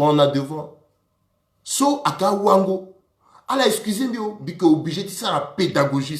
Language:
Sango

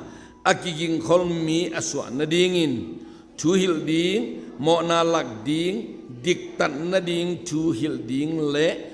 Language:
Tedim Chin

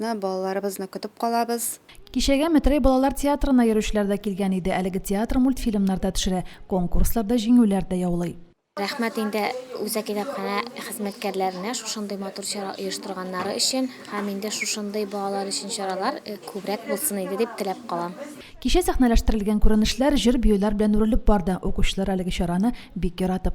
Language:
Tatar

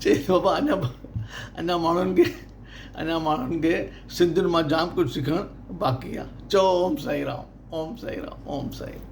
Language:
Sindhi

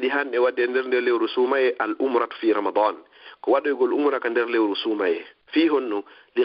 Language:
Fula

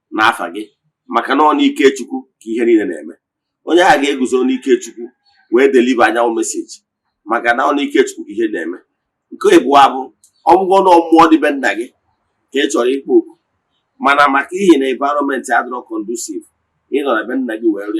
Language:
Igbo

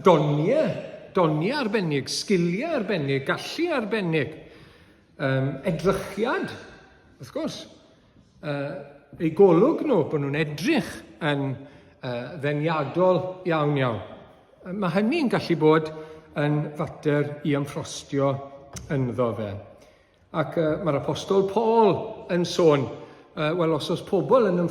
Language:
Welsh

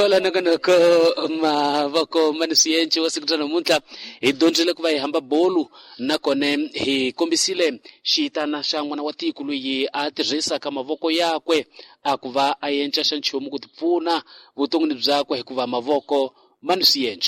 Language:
Tsonga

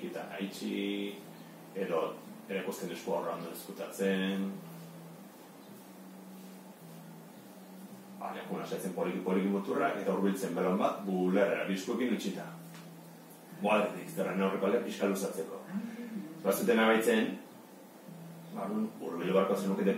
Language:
Basque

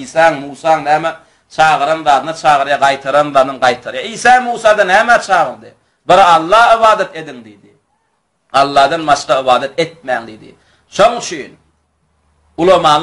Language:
Turkmen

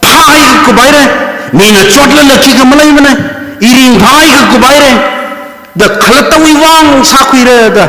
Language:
Tangkhul Naga (India)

